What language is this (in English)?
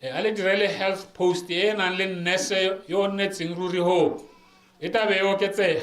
Tswana